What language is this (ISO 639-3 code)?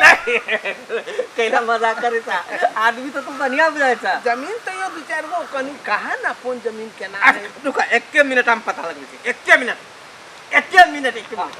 mai